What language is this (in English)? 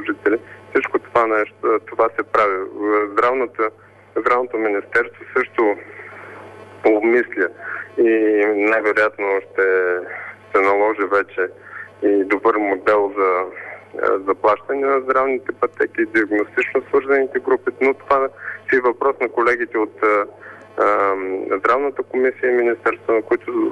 Bulgarian